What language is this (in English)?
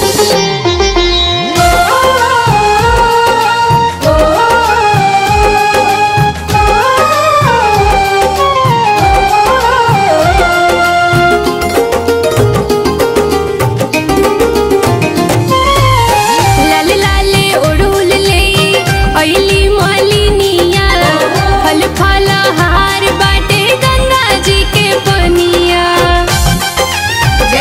Bhojpuri